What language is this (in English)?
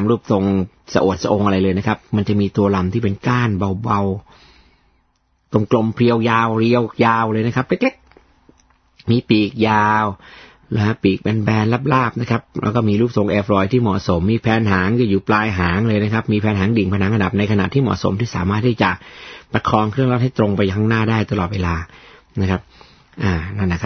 Thai